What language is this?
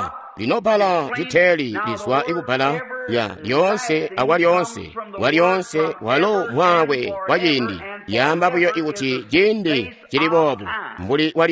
Tonga (Zambia)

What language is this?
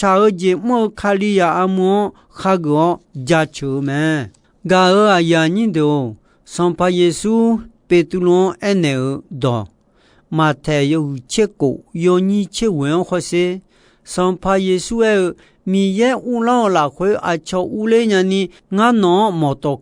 Akha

